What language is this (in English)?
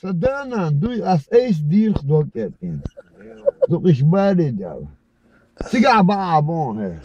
Chechen